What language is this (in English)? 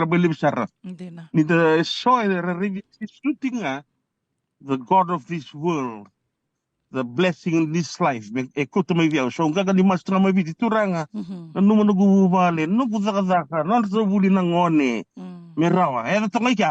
Fijian